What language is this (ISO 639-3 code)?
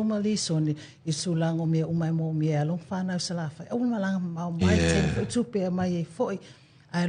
smo